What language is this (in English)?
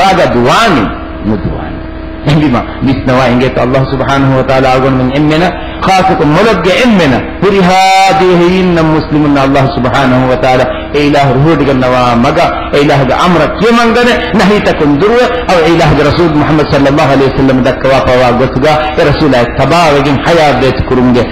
Divehi